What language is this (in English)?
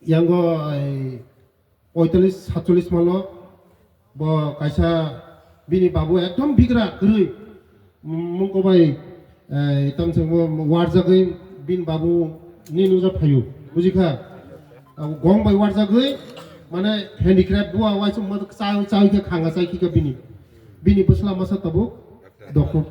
Riang (India)